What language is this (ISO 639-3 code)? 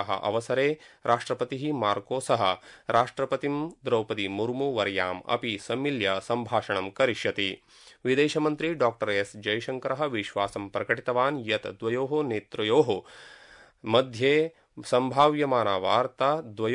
san